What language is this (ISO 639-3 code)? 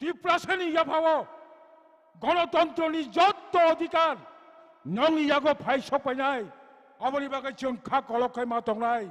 trp